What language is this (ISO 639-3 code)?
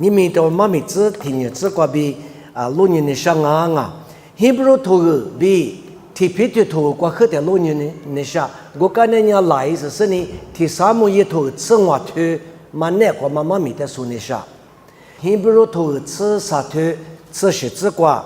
lis